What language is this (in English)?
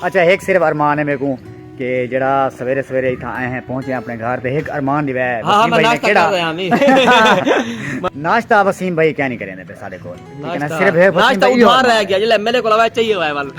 Saraiki